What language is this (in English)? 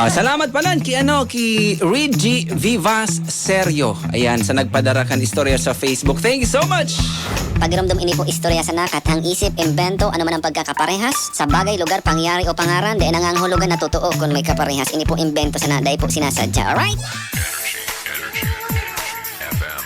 Bikol